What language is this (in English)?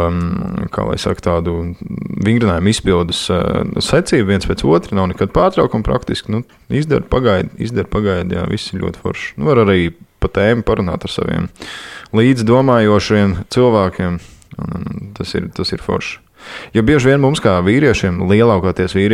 Latvian